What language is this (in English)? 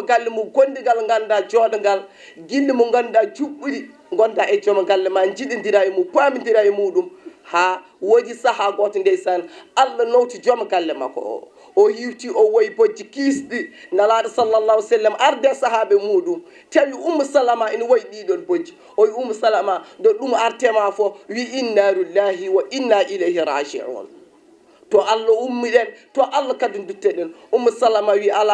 Fula